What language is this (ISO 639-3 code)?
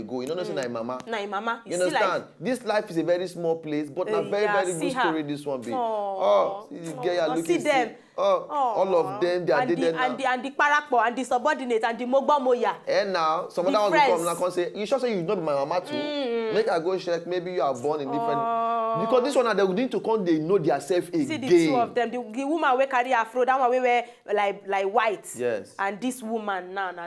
pcm